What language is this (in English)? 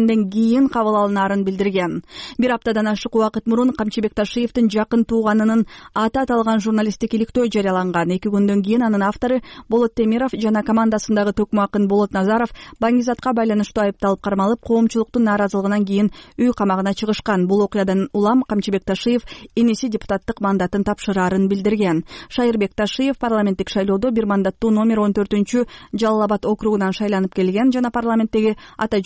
Kyrgyz